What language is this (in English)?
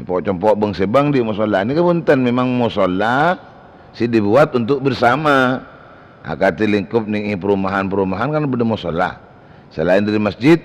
Madurese